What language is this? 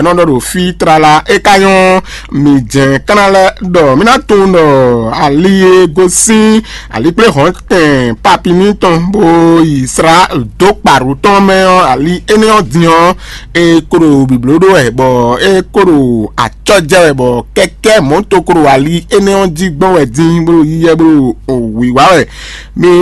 Fon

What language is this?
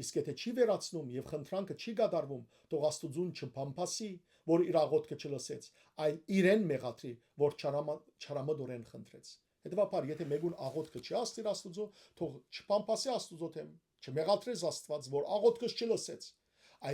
Western Armenian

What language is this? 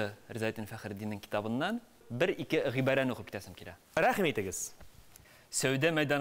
Tatar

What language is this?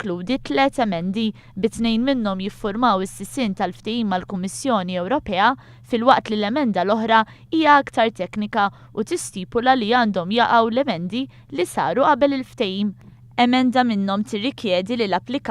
Maltese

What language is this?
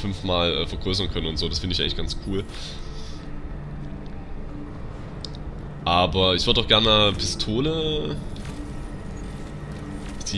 German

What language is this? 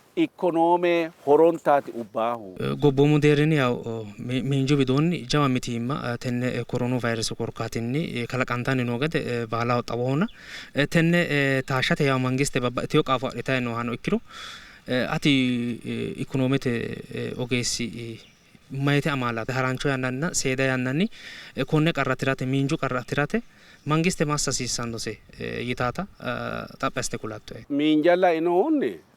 Sidamo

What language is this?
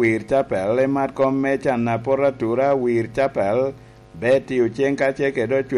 Lango (Uganda)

